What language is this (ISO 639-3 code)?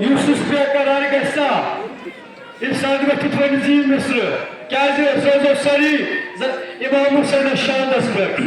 kas